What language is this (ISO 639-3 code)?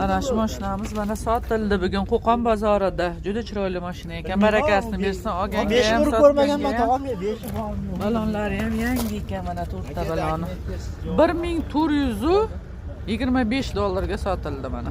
uzb